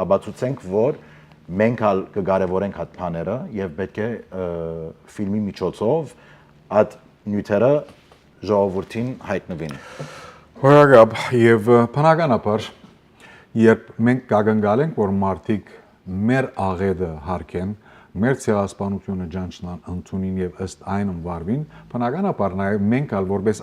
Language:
Western Armenian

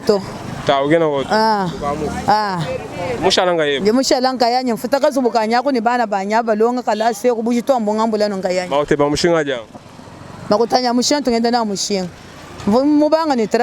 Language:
Luba-Lulua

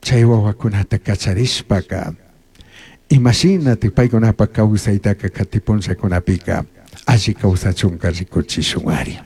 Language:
Chimborazo Highland Quichua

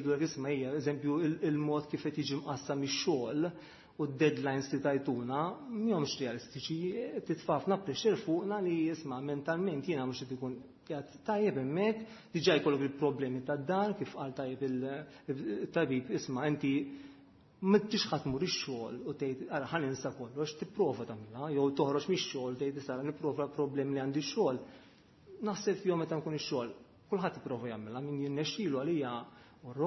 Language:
Maltese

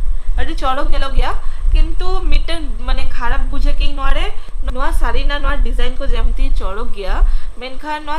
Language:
Santali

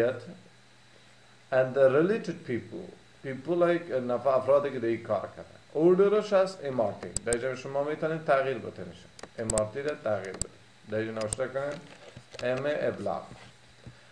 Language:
Persian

